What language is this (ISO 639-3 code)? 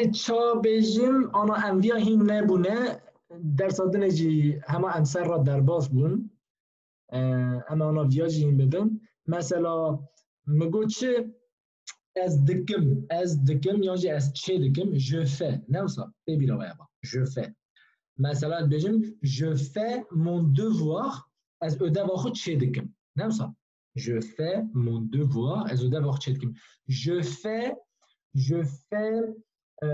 kur